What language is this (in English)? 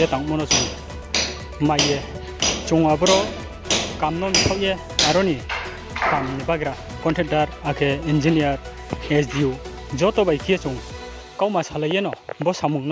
Riang (India)